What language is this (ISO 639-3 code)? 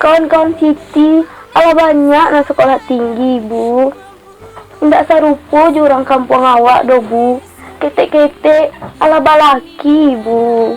min